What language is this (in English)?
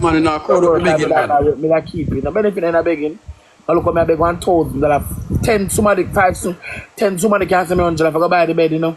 Jamaican Creole English